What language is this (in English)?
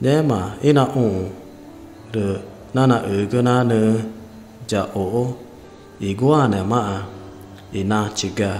Ticuna